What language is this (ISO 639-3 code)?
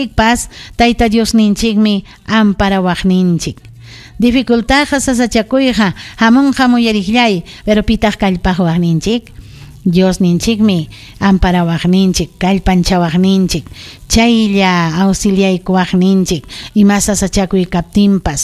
quy